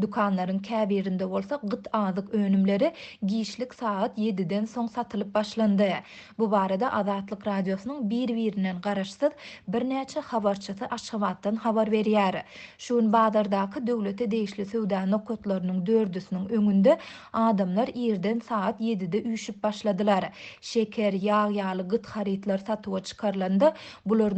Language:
Turkmen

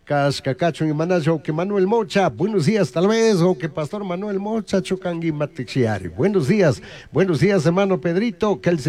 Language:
Chimborazo Highland Quichua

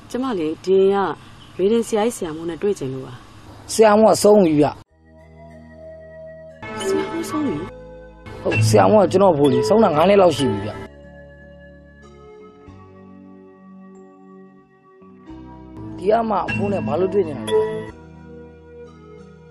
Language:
Burmese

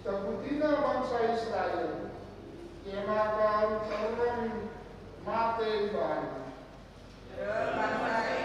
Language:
Batak Karo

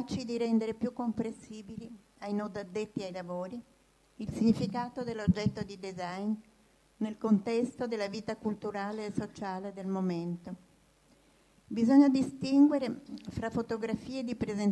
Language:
Italian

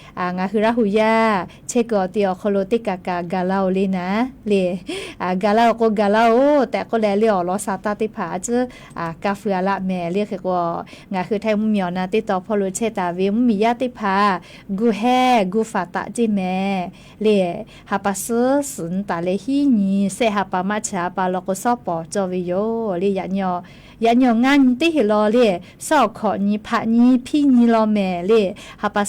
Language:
Lahu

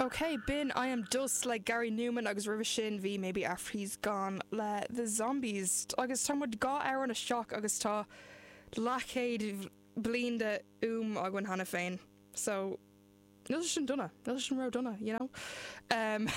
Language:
Irish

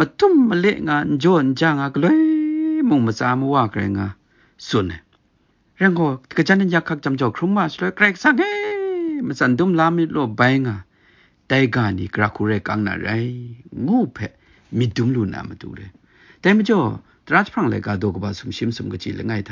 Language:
Kachin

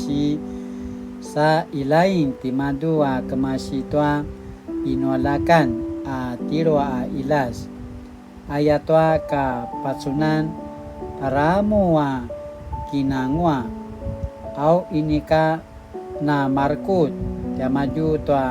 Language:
Paiwan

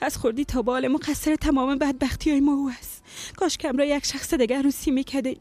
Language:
Persian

